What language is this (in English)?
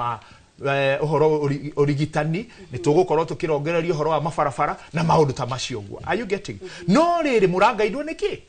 Kikuyu